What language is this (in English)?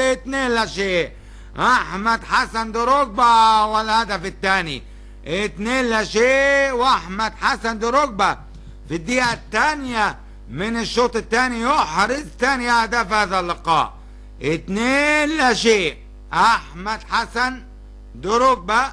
Egyptian Arabic